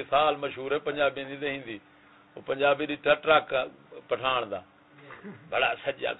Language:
Saraiki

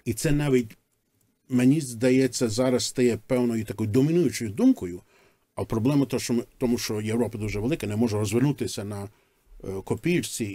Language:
Ukrainian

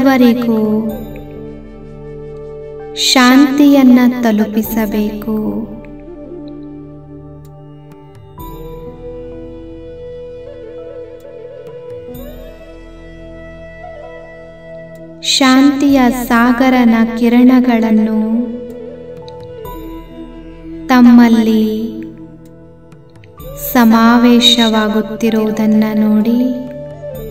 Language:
Kannada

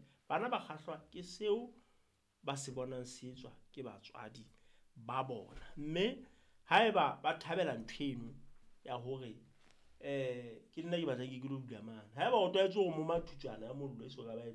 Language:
Southern Sotho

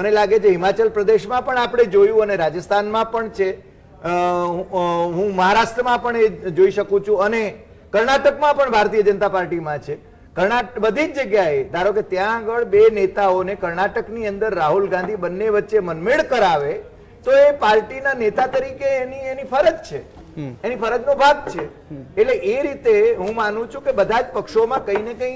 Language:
Gujarati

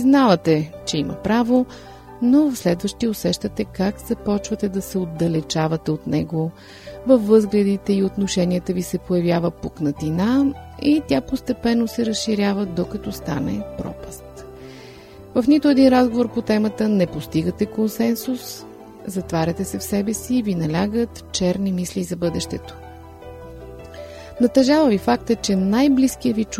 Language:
Bulgarian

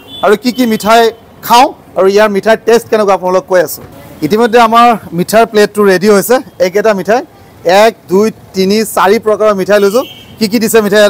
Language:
Assamese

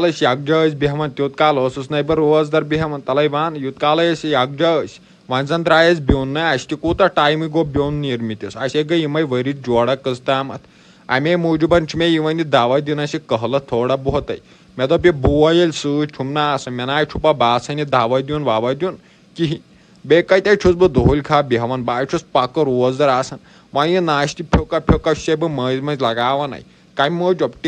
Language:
Kashmiri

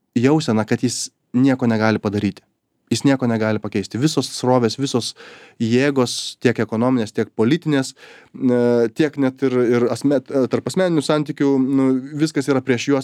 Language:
Lithuanian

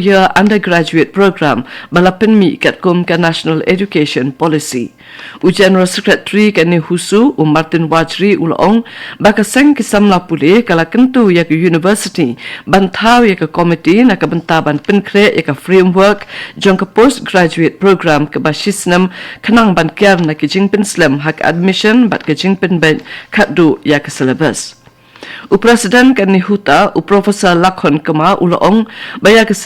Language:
Khasi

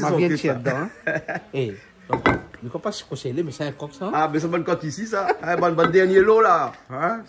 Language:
Réunion Creole French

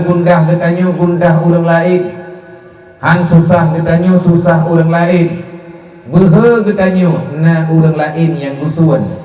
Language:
Achinese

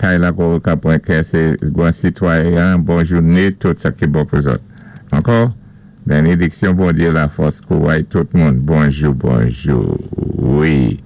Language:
Saint Lucian Creole French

